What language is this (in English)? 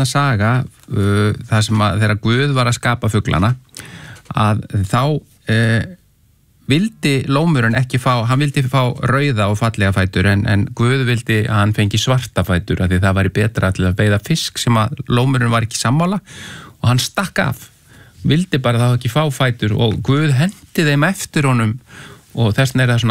Icelandic